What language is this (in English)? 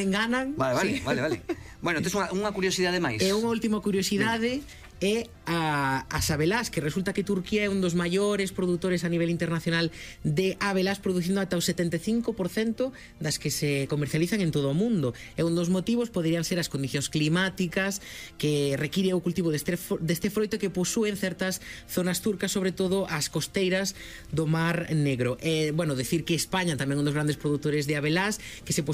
Galician